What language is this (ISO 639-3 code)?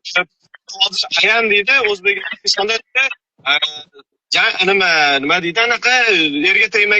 uzb